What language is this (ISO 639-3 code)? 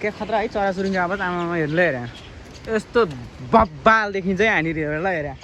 nep